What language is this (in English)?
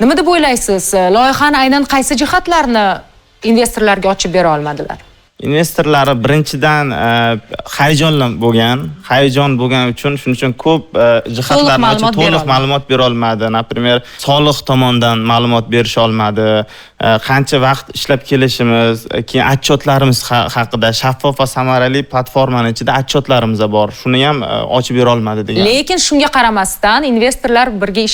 Uzbek